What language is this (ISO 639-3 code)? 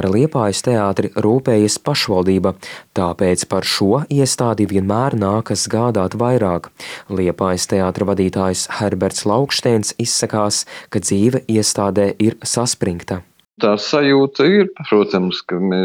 lav